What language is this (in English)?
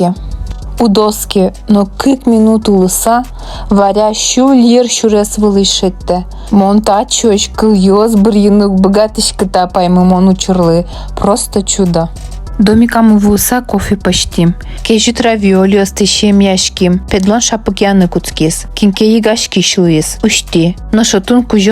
Udmurt